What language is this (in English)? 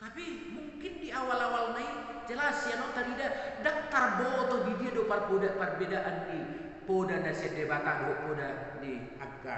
Batak Toba